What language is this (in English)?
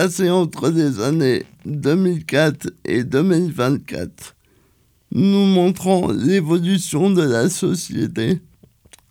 French